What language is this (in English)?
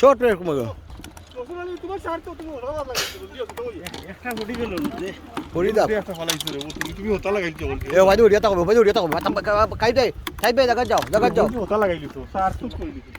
Sylheti